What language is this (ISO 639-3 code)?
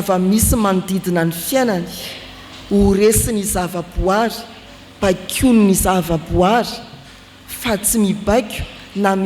mlg